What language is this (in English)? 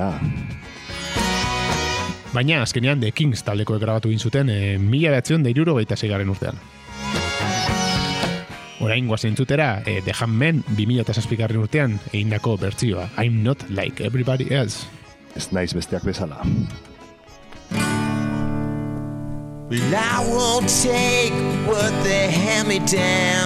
Basque